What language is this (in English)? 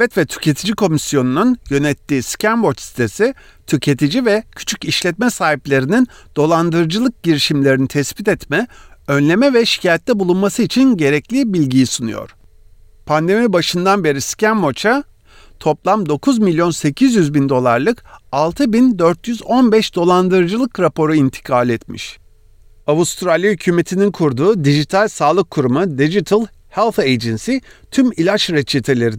Turkish